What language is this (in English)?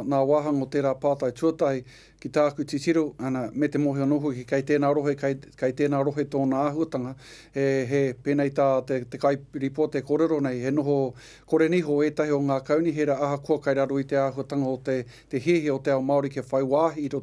Māori